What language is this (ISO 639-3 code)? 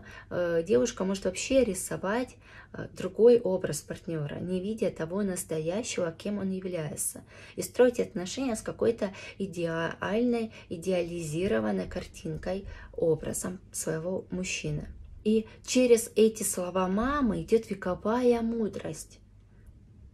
rus